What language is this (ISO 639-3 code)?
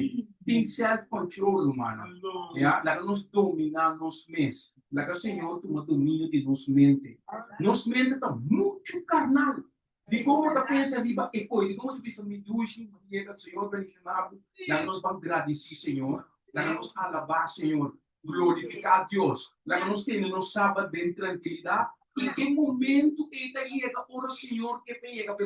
pap